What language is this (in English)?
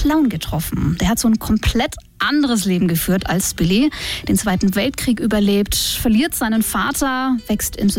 German